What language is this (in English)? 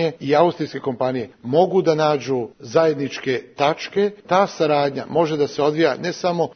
Serbian